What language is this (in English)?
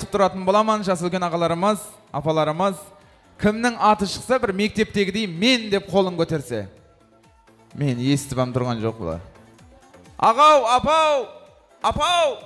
Kazakh